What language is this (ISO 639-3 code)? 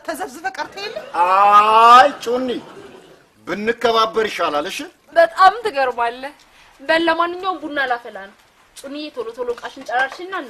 amh